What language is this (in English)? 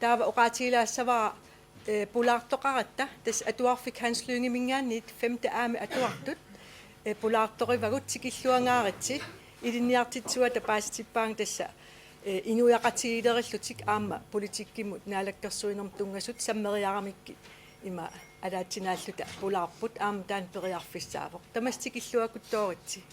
Kalaallisut